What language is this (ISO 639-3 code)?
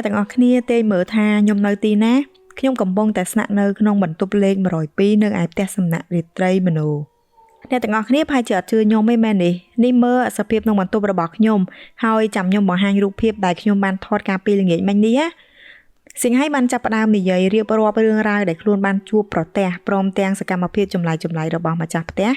khm